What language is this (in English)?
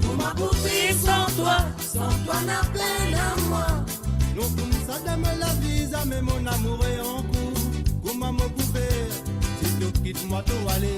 Morisyen